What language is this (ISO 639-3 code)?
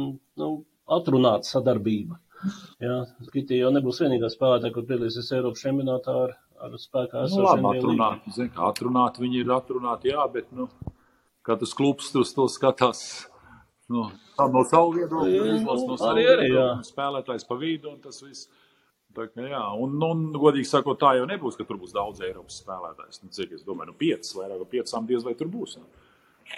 lav